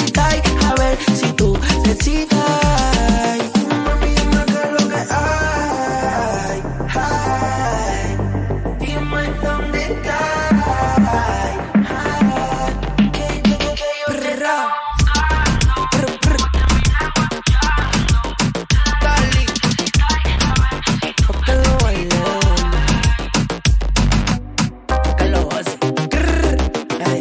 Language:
Spanish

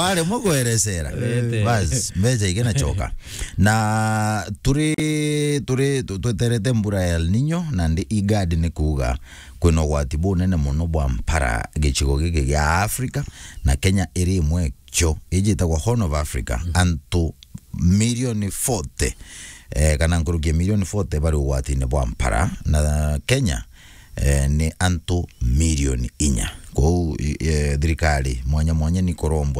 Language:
Meru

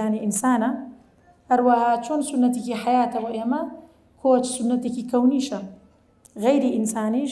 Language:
Central Kurdish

